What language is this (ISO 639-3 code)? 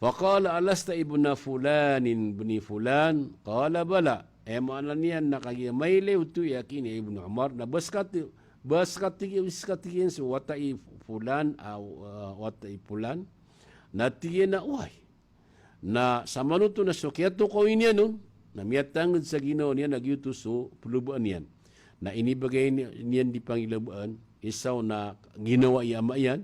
mrw